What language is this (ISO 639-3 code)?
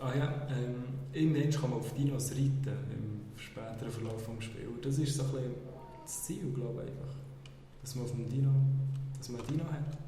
gsw